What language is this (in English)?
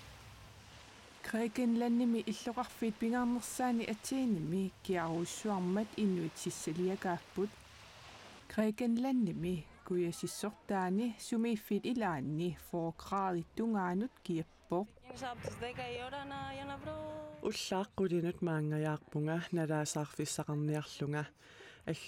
Kalaallisut